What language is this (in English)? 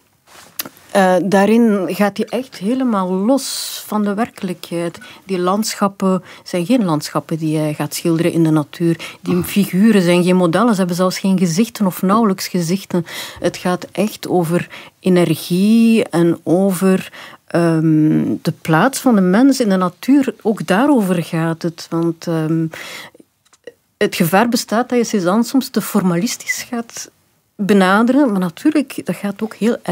Dutch